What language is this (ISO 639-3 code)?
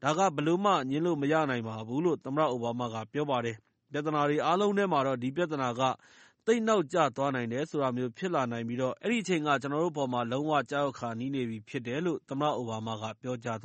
mya